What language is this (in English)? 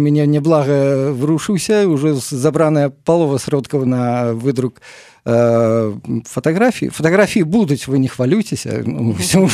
Belarusian